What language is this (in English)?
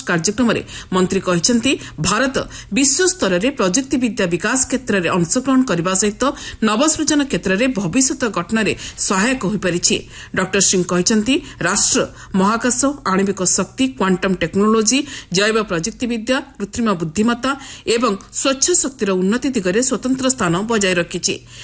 Odia